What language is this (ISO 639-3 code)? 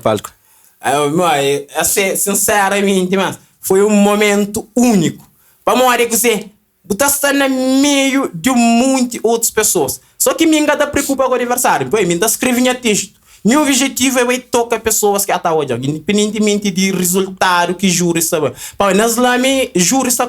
kea